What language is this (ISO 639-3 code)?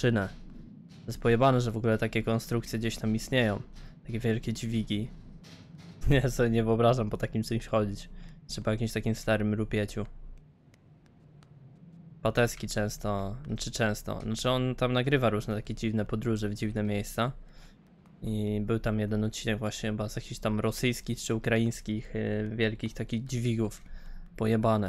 pol